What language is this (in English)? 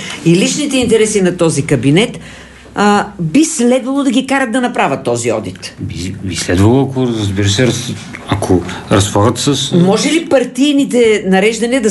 Bulgarian